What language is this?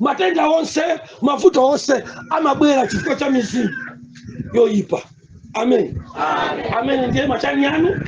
Nyanja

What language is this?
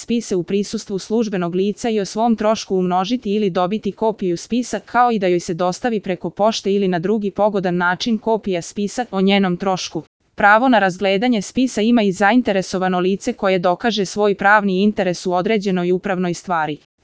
Serbian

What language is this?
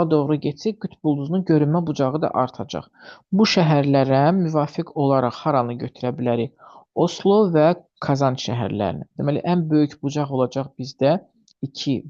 Azerbaijani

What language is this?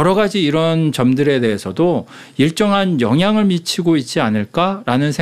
Korean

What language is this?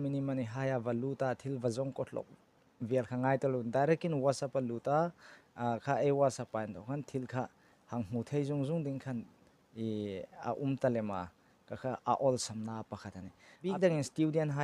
Hmar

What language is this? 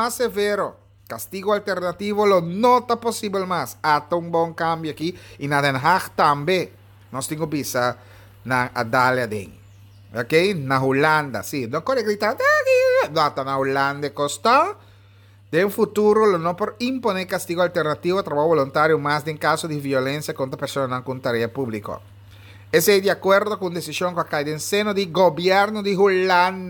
Papiamento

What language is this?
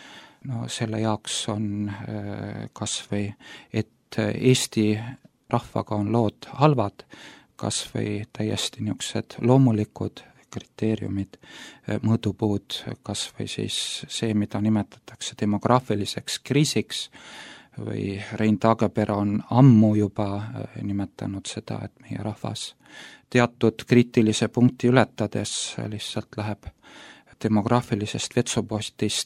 Estonian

